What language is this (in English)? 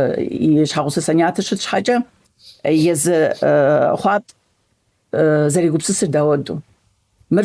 Kabardian